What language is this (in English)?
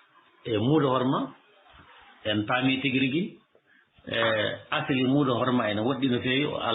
Fula